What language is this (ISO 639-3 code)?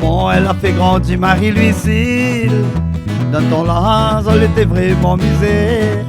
rcf